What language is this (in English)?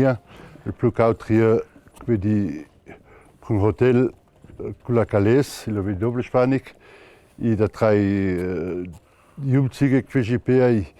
Ladin